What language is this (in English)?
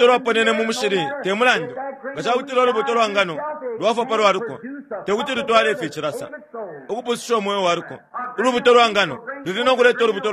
Bemba